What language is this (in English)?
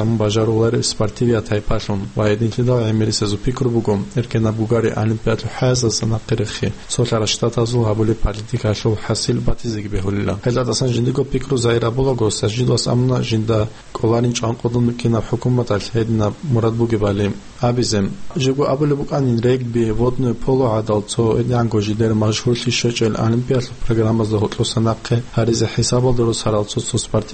Avaric